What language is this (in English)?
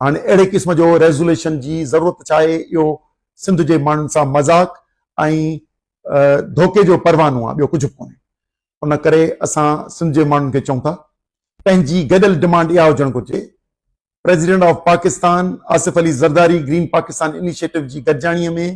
Sindhi